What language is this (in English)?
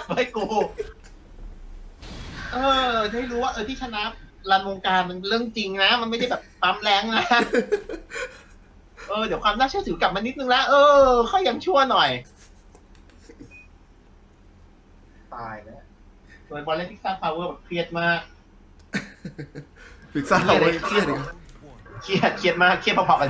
Thai